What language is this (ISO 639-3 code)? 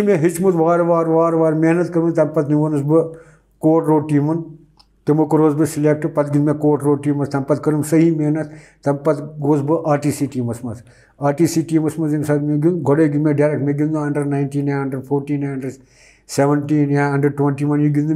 kas